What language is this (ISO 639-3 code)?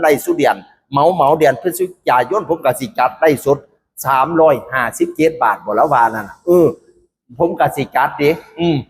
tts